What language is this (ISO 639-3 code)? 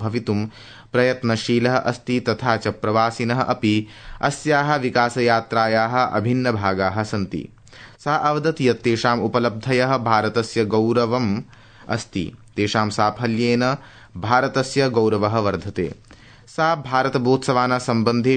san